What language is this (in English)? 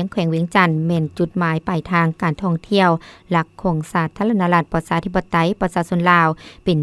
Lao